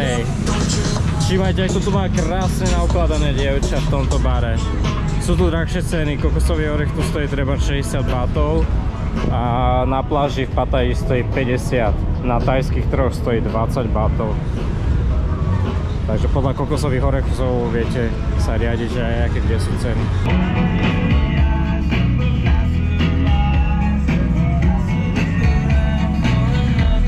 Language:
Slovak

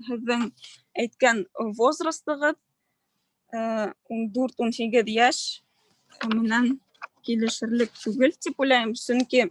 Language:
Bashkir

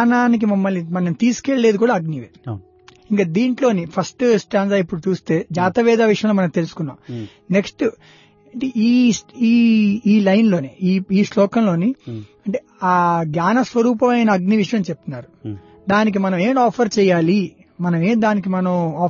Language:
Telugu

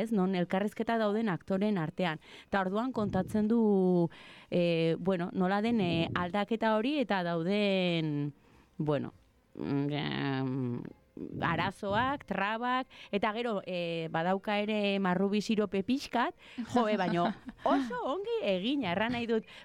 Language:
Basque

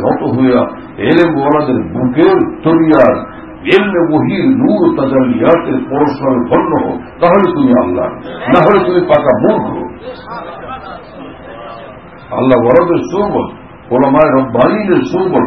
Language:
Bangla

